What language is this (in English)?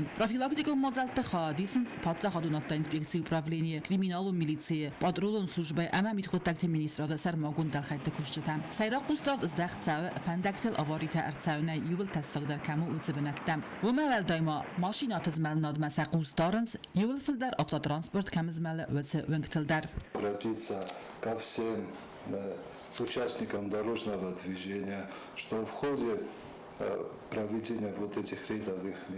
Ossetic